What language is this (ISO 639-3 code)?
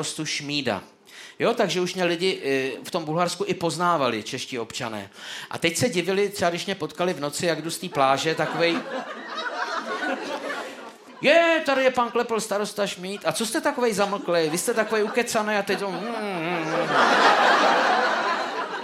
ces